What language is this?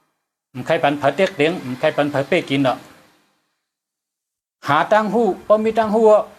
Shan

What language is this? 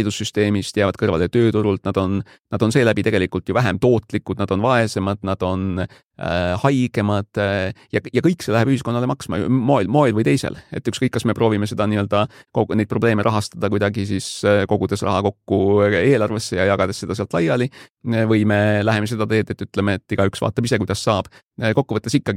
Estonian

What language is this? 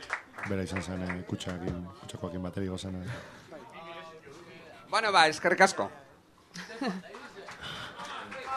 Basque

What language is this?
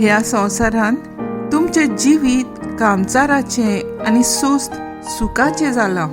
Konkani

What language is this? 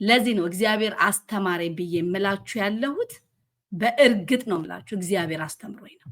Amharic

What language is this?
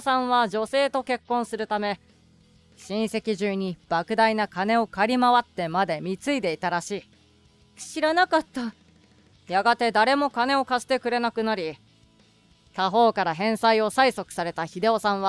Japanese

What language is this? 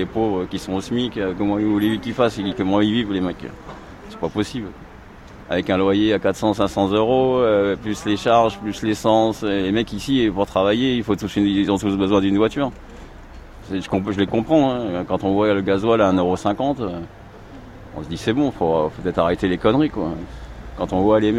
French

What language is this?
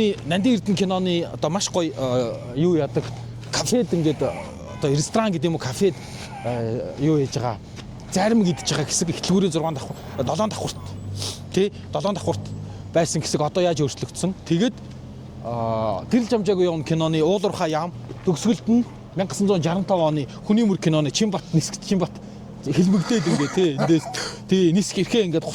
Mongolian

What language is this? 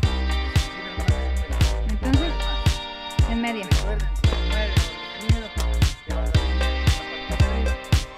Spanish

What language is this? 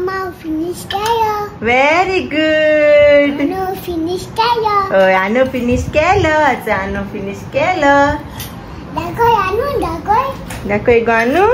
Konkani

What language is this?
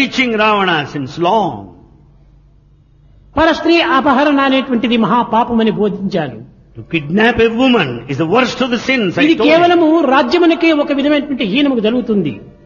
Telugu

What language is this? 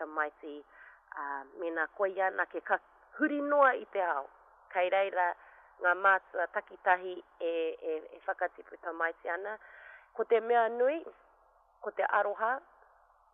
Māori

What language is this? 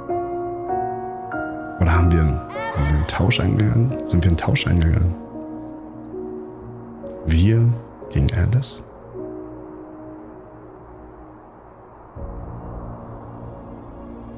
German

